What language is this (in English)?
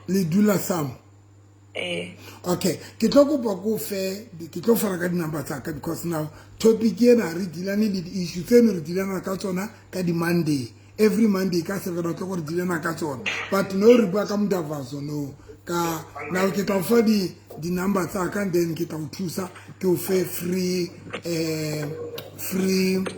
Southern Sotho